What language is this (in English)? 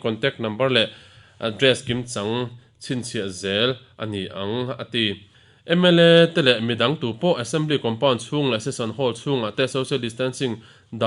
Mizo